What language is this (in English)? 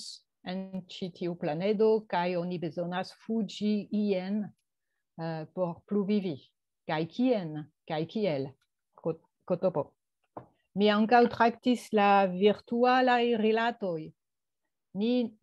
Esperanto